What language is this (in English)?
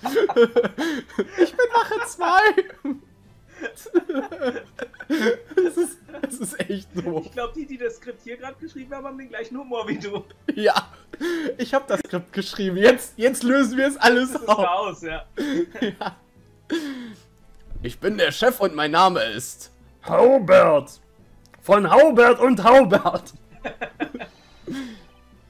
German